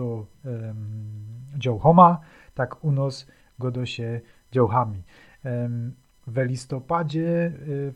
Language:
Silesian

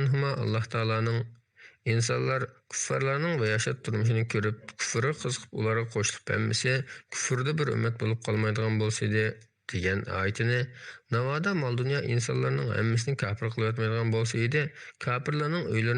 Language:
Uyghur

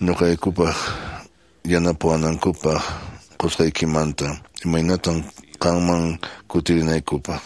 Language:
Quechua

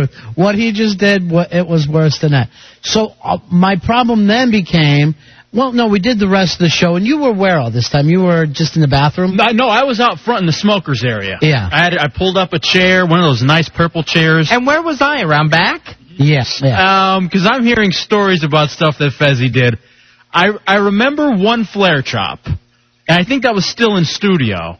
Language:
English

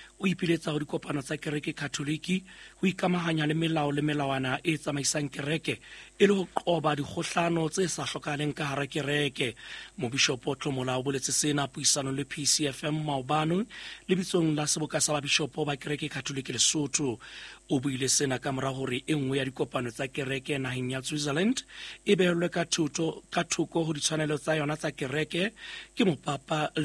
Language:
Southern Sotho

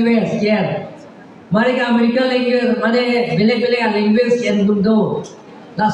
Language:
Karbi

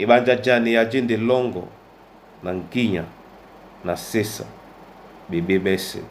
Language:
Duala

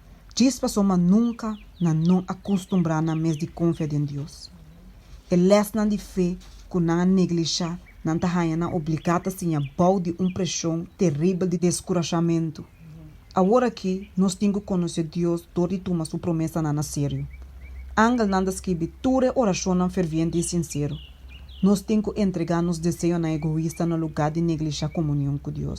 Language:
Papiamento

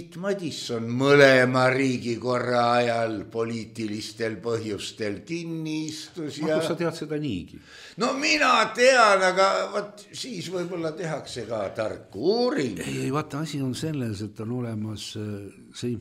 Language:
Estonian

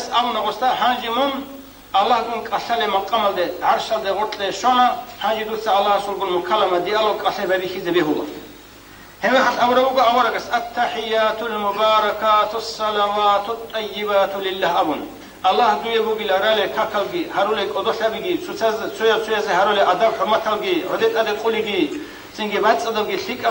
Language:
Avaric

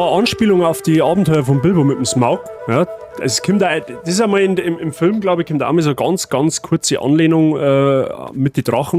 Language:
Bavarian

